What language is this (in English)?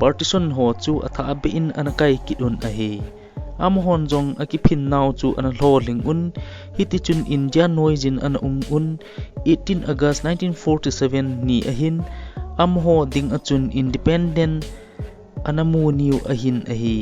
Thado Chin